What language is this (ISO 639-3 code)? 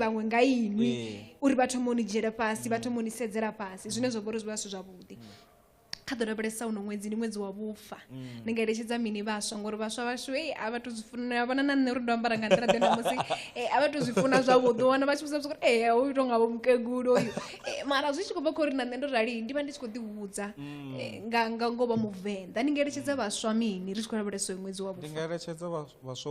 ven